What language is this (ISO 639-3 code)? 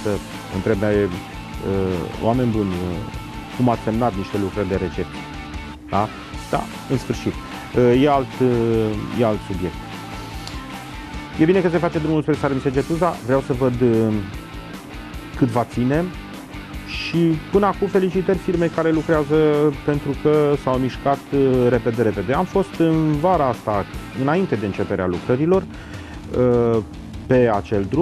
ron